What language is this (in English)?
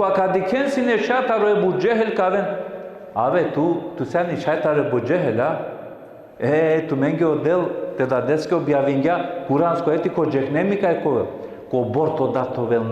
Balkan Romani